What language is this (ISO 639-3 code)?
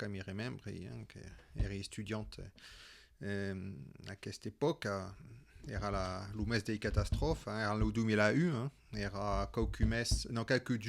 oci